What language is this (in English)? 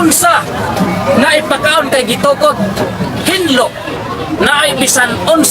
Cebuano